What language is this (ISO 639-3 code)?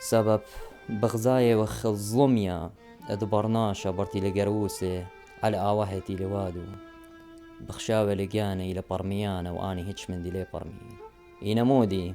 aii